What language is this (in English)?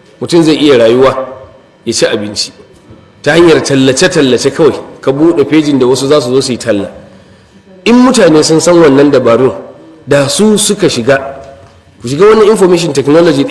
Hausa